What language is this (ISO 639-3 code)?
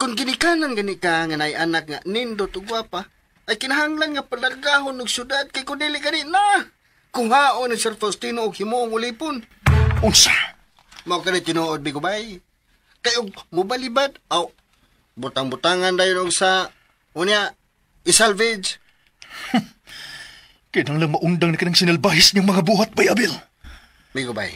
ceb